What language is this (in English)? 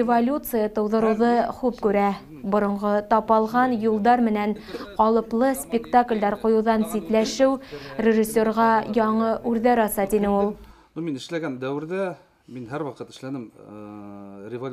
Bashkir